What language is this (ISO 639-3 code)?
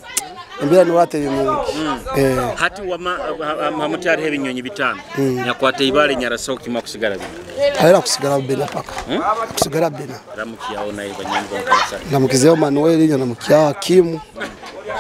nyo